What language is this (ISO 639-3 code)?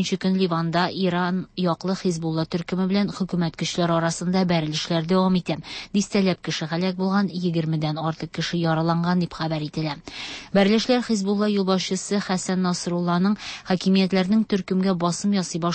tat